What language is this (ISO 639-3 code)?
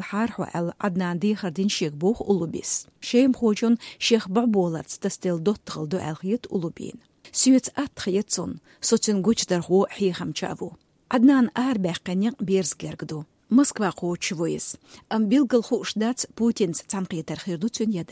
che